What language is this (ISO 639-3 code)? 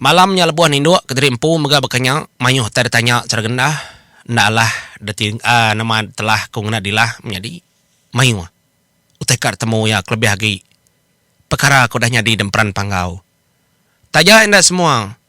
iba